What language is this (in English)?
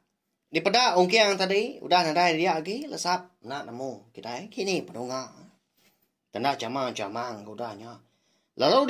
Iban